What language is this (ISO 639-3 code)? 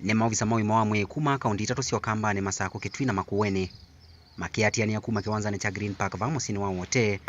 kam